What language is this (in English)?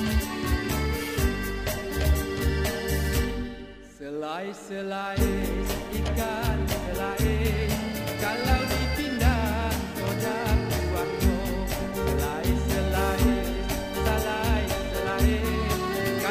Indonesian